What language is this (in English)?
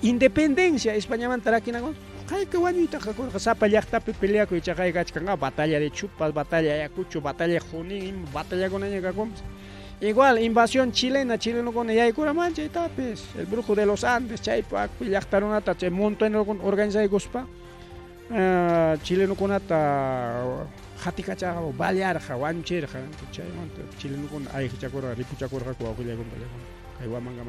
Ayacucho Quechua